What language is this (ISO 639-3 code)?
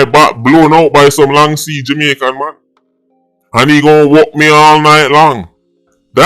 jam